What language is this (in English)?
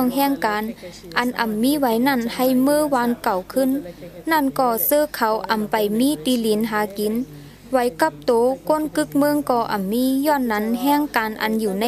Shan